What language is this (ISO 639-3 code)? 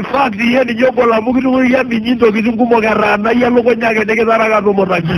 mas